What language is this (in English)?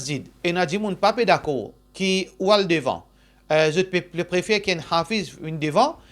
Morisyen